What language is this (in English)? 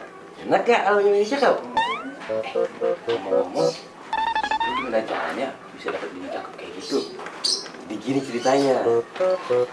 Betawi